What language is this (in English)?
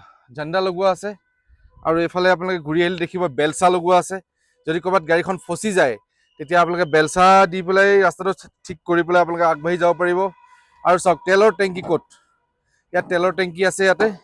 Assamese